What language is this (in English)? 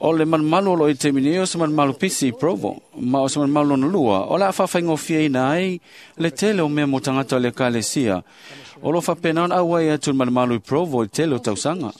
Samoan